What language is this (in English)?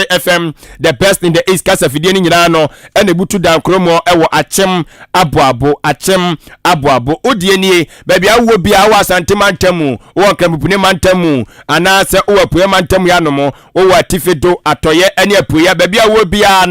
Akan